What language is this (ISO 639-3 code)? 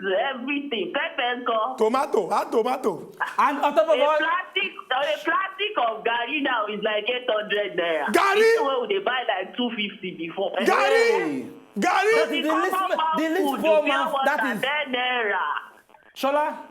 pcm